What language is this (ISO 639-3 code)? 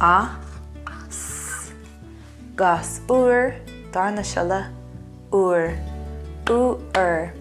gle